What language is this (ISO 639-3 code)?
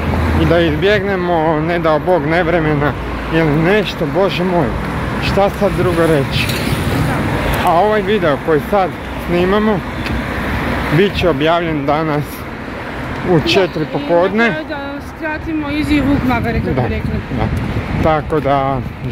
hrv